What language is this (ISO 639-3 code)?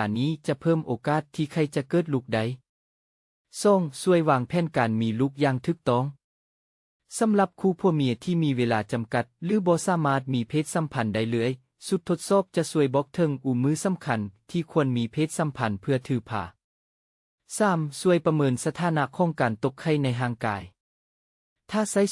lao